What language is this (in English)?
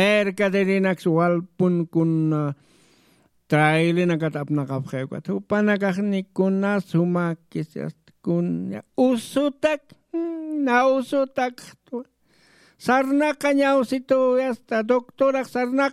Aymara